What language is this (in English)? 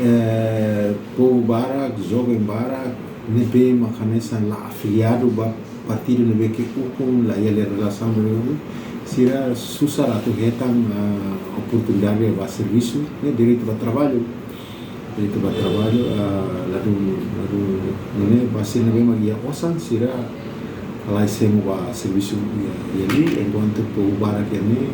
Tetum